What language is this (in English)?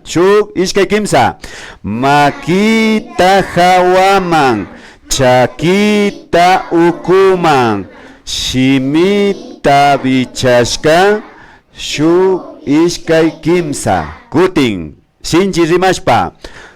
Imbabura Highland Quichua